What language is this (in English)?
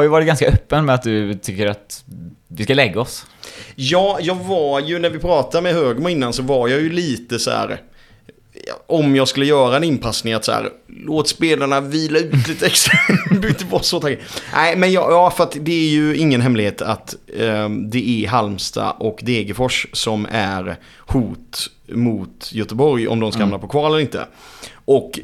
Swedish